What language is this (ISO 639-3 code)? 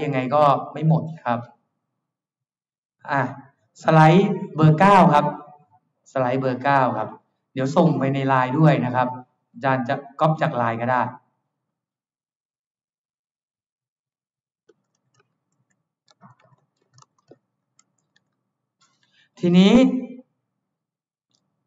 tha